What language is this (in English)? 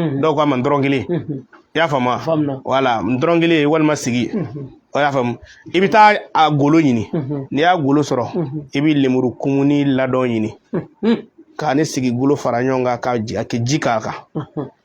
Bambara